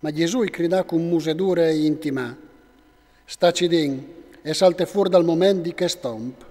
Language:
Friulian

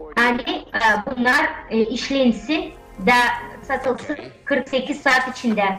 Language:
Gagauz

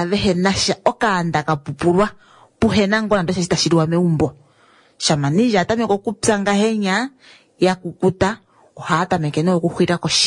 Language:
Kuanyama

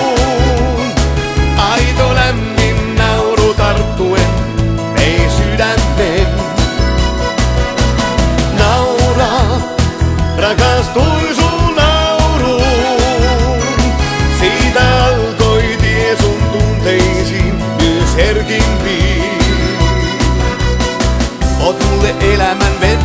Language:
Finnish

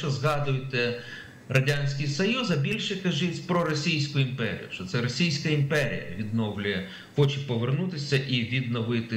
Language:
Ukrainian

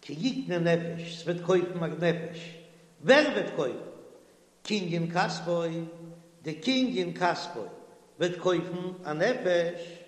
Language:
Yiddish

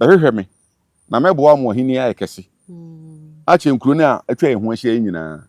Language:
Akan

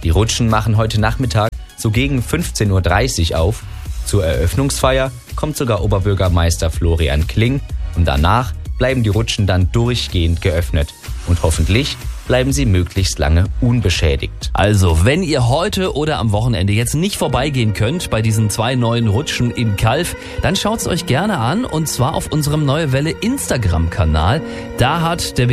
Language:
German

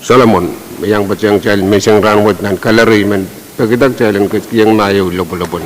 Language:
Pohnpeian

